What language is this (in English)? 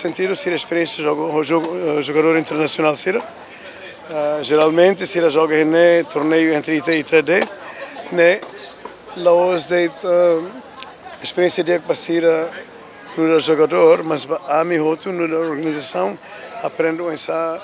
Tetum